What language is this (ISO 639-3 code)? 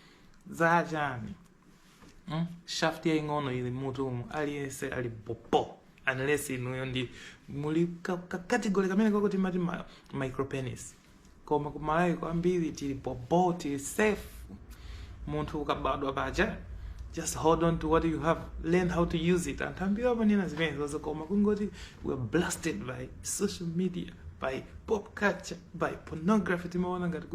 nya